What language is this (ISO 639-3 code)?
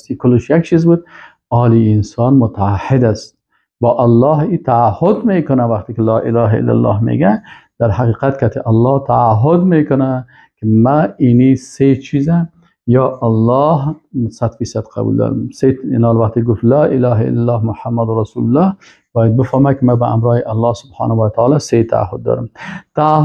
fas